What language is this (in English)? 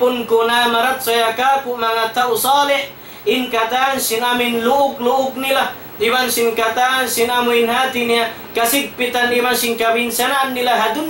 Tausug